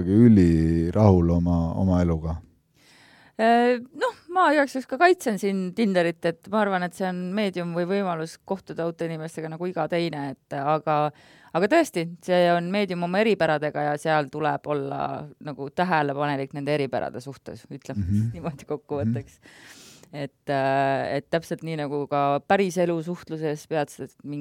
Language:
Estonian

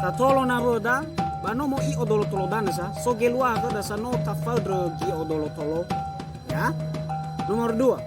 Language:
Nias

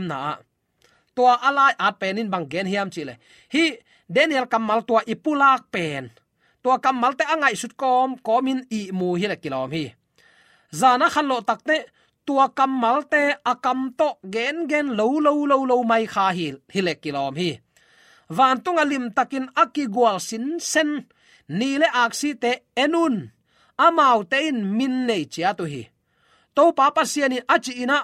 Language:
Tedim Chin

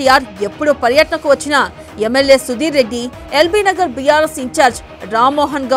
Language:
Telugu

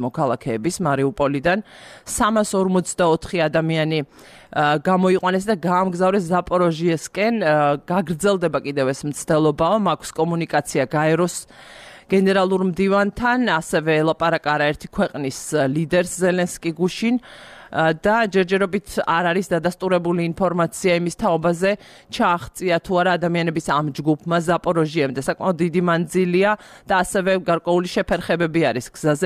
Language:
Georgian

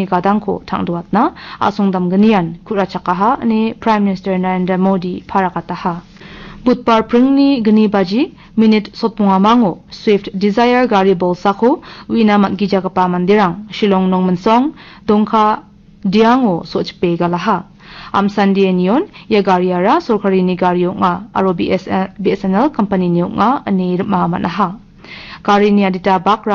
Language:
Garo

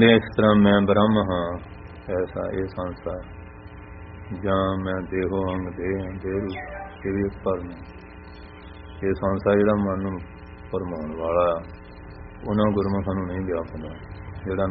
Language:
Punjabi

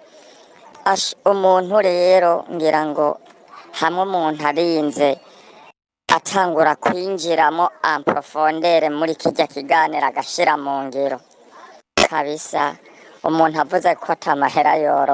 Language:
Rundi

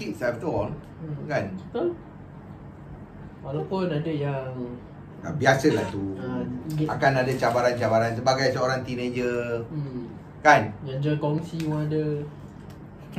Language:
Malay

